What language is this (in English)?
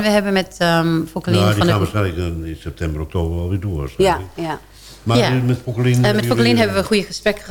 Dutch